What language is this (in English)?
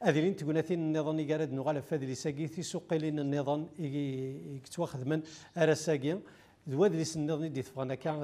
Kabyle